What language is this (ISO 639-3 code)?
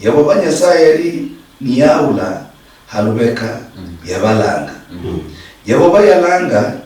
luy